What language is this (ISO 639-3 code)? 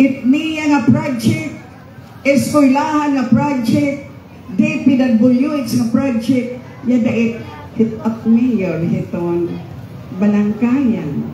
war